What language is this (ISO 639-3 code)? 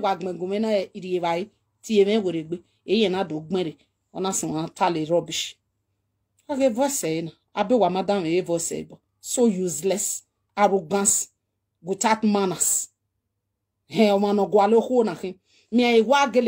pcm